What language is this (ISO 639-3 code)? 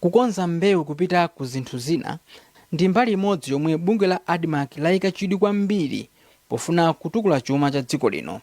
nya